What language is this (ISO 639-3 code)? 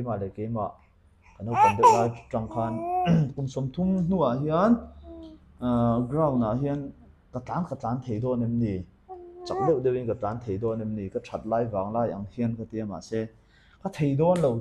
lus